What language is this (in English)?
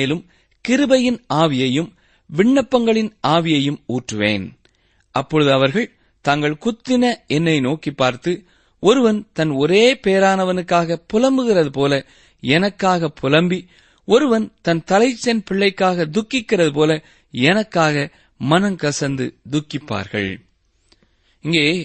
Tamil